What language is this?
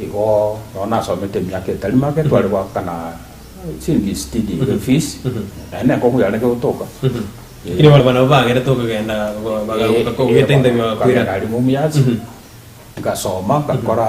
Gusii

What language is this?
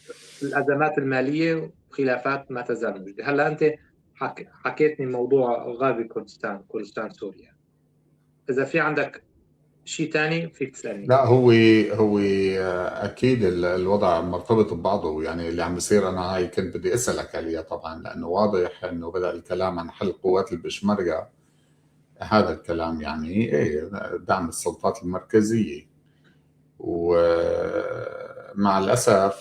North Levantine Arabic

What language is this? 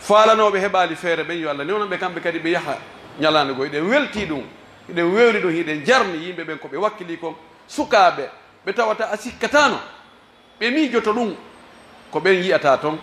Pular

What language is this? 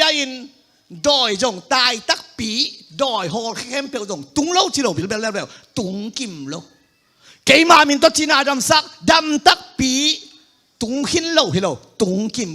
Tedim Chin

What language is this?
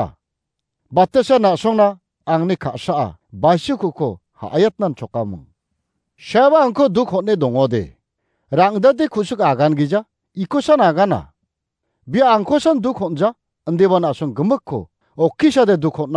Garo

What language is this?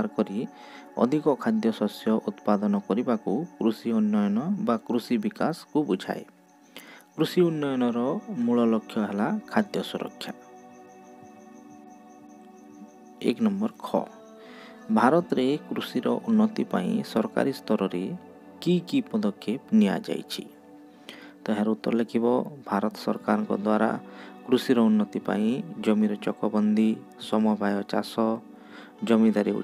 Odia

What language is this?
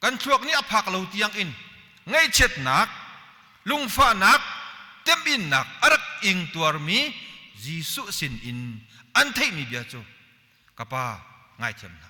Hakha Chin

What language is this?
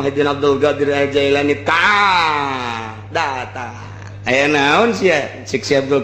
Sundanese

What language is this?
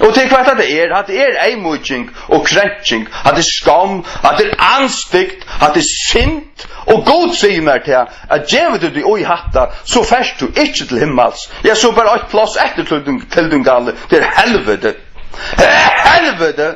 Faroese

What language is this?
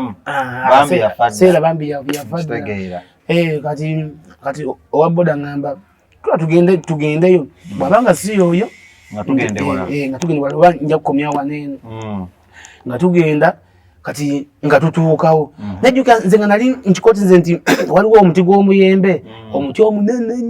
Ganda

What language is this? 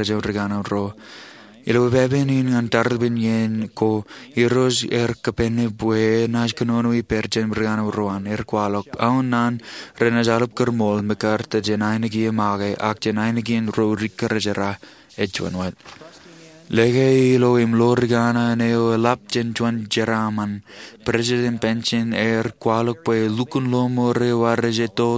Marshallese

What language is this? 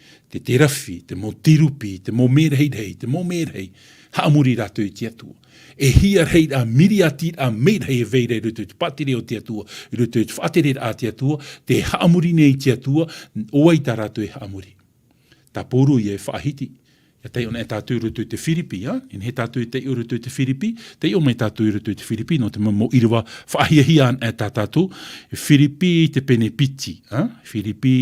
Tahitian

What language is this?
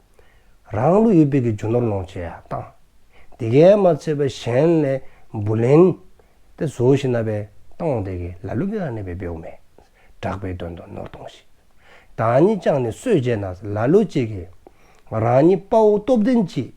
Dzongkha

